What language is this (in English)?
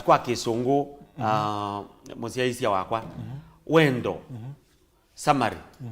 Kamba